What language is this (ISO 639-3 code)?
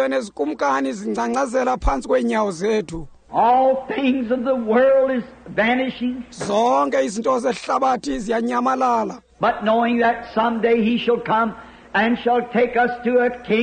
xho